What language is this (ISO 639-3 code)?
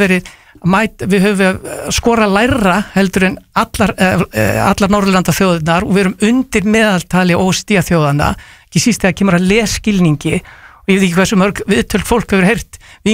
isl